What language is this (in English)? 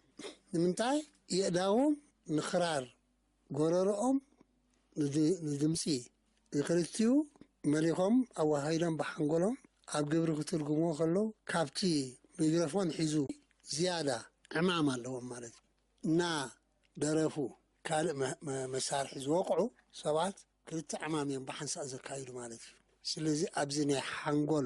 Tigrinya